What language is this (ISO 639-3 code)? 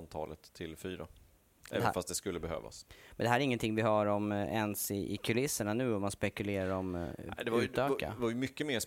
swe